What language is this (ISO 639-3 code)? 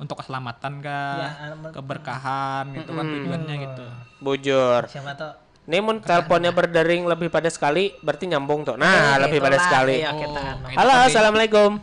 bjn